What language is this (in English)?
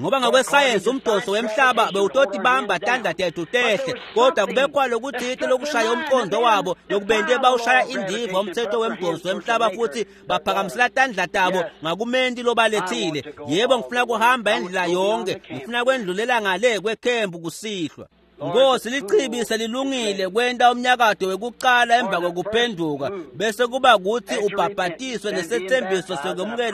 Swati